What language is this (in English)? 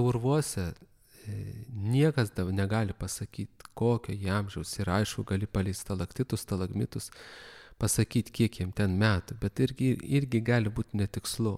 Lithuanian